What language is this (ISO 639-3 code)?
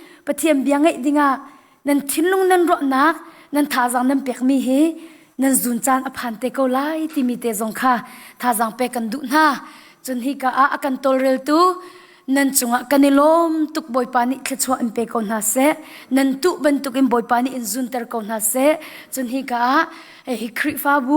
cnh